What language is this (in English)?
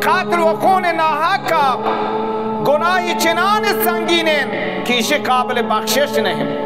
Baluchi